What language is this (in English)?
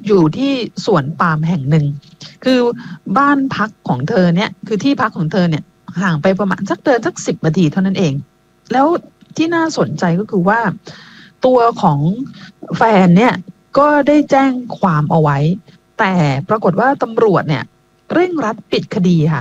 Thai